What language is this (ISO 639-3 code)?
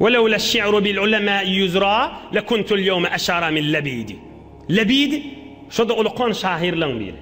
tuk